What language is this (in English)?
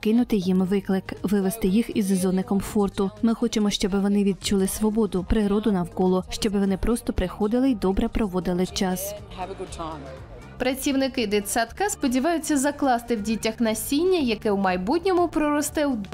Ukrainian